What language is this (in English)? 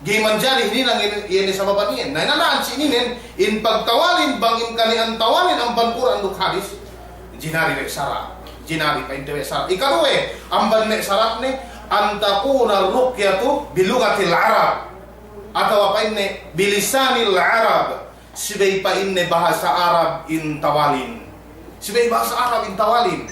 Yakan